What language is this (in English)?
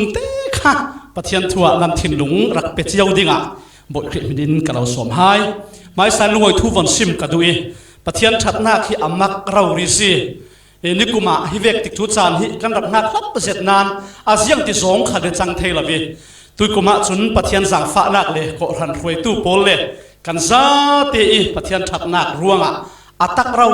Falam Chin